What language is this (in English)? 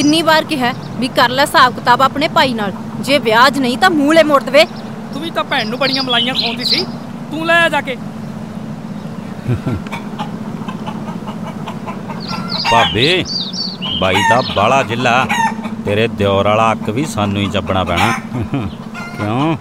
Punjabi